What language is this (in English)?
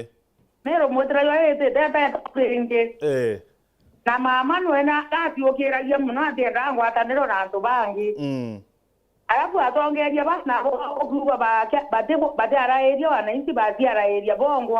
Meru